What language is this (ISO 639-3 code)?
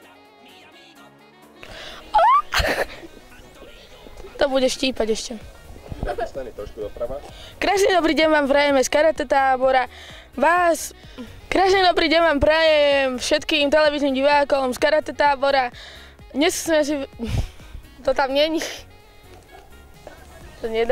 slk